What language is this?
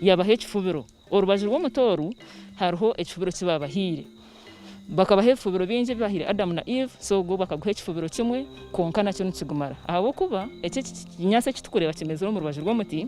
Nyankole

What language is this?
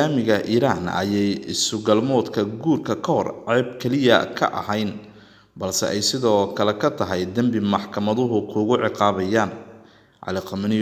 Somali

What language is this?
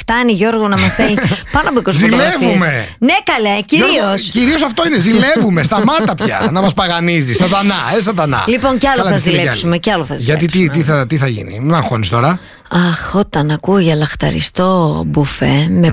Greek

